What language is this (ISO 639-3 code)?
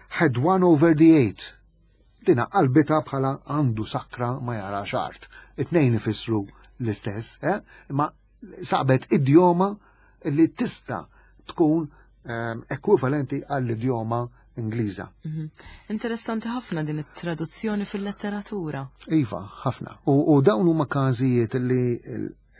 mlt